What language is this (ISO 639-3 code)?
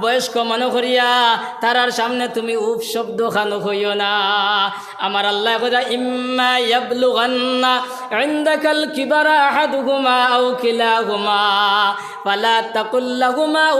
syl